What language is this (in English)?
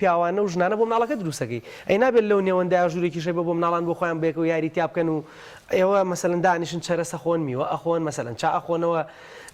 Central Kurdish